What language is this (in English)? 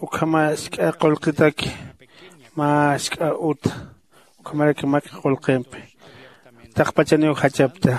Aymara